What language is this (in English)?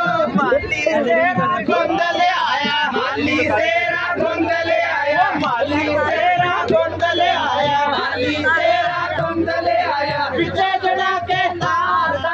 Punjabi